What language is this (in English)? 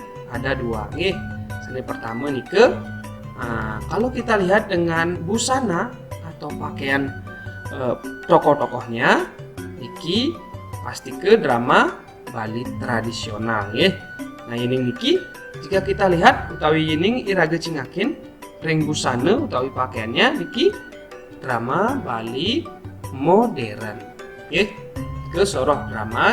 Balinese